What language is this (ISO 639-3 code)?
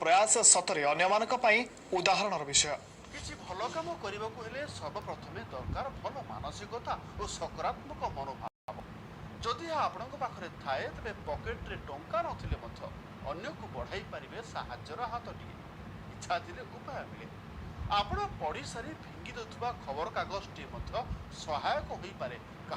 ori